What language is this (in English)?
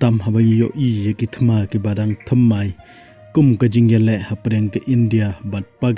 Khasi